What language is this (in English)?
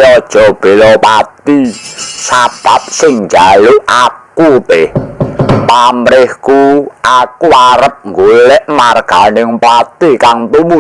Javanese